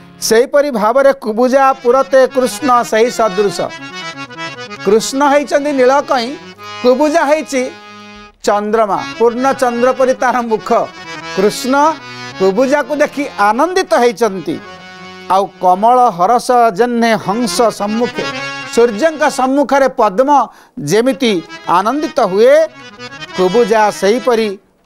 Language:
Odia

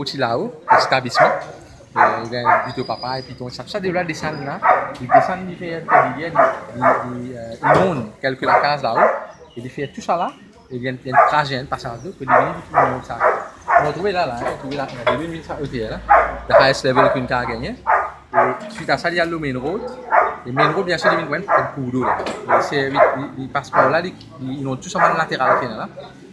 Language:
Morisyen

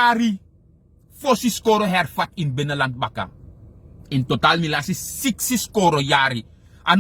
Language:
Sranan Tongo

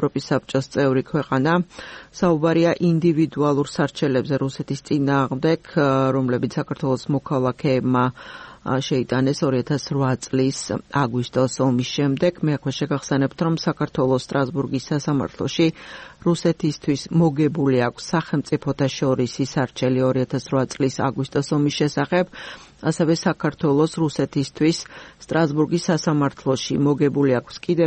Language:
Georgian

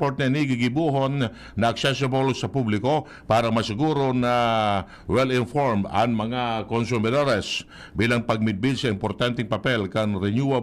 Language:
Bikol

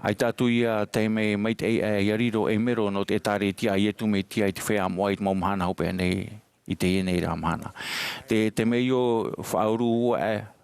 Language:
Tahitian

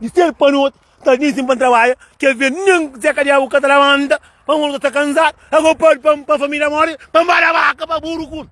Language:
Kabuverdianu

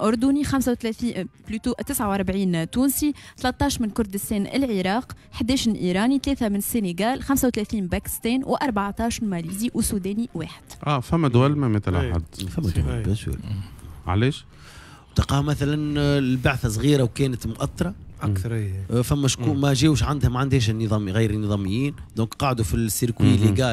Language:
Tunisian Arabic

